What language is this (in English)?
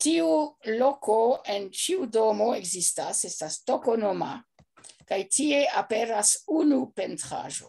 Esperanto